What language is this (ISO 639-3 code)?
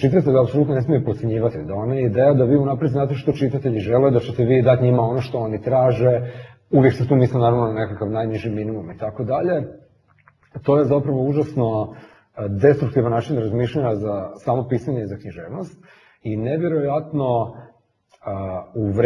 hrv